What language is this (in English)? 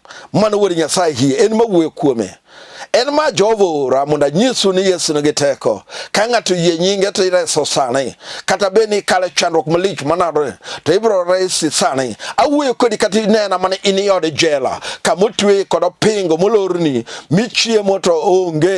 Luo (Kenya and Tanzania)